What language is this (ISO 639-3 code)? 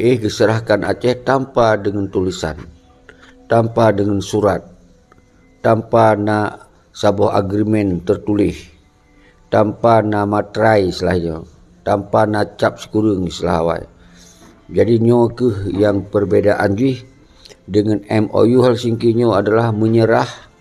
ace